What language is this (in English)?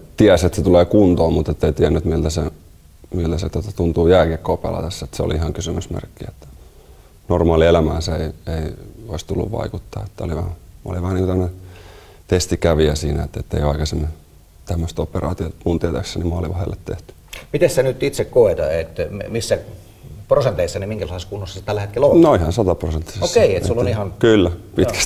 Finnish